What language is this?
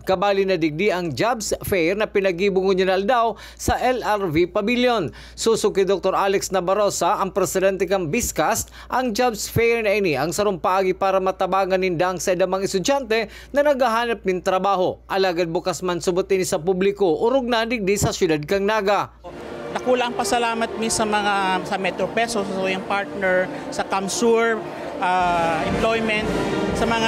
Bikol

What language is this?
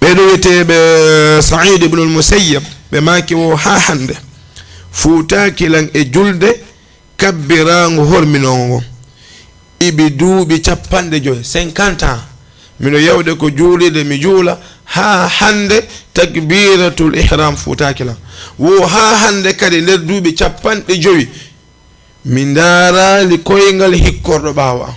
Fula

